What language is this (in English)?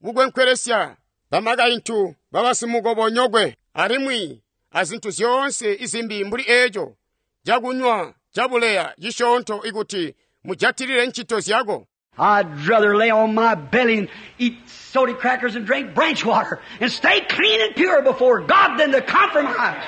Tonga (Zambia)